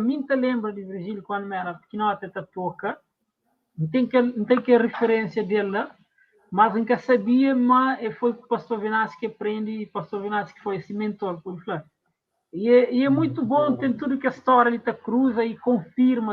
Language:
Kabuverdianu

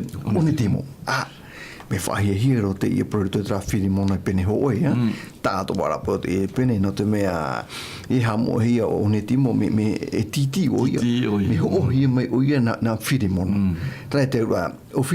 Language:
Tahitian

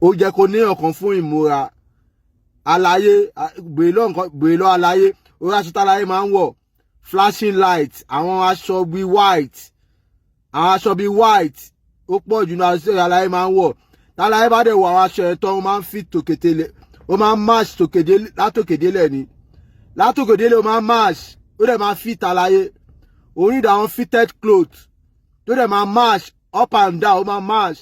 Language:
Yoruba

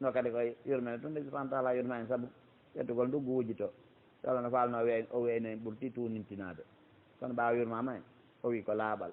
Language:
Fula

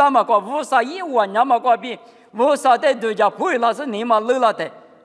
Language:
Lisu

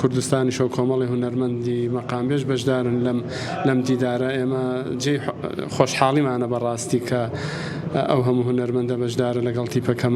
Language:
Central Kurdish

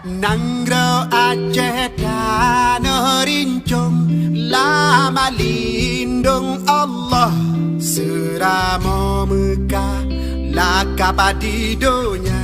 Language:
Achinese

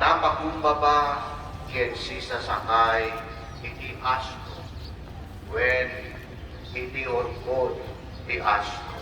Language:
Iloko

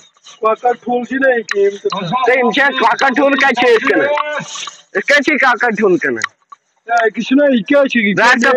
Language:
Kashmiri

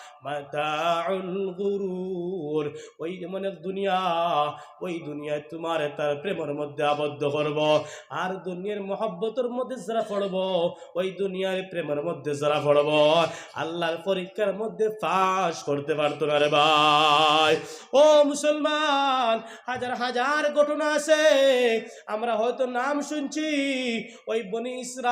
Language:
Sylheti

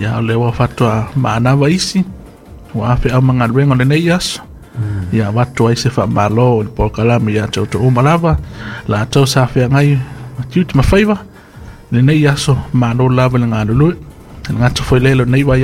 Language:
Samoan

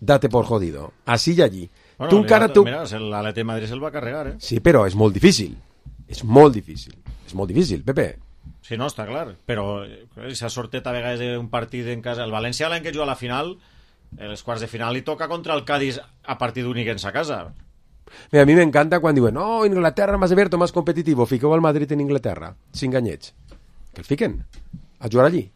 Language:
Catalan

